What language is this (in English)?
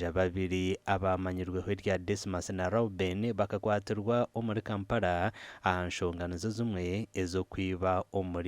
Nyankole